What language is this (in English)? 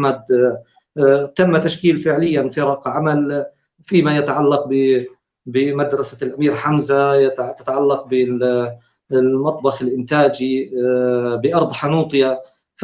North Levantine Arabic